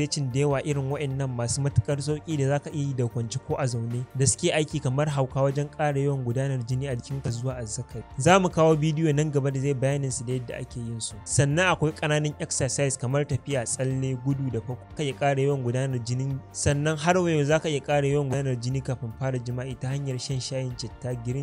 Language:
Hausa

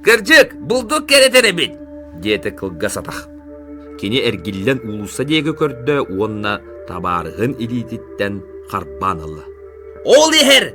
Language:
Yakut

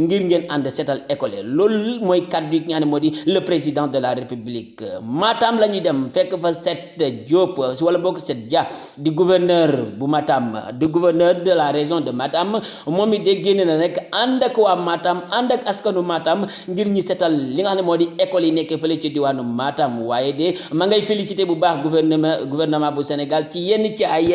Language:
Wolof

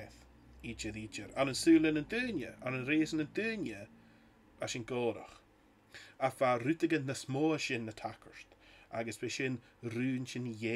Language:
Scottish Gaelic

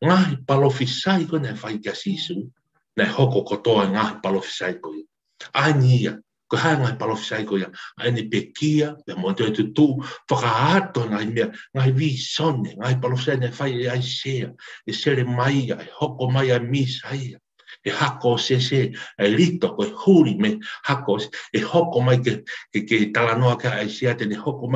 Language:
Tongan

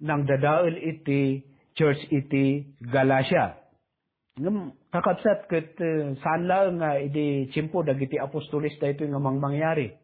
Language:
Iloko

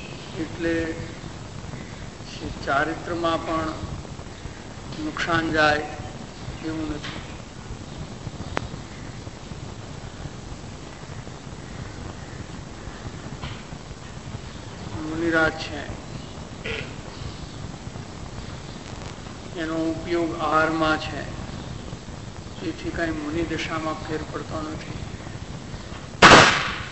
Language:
Gujarati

